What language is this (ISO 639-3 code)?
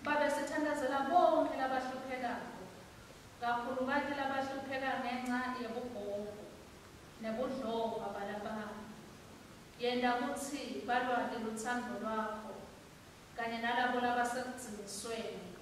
ssw